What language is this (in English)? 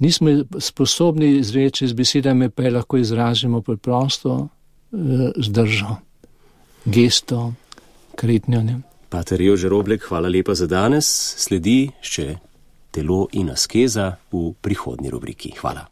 Slovenian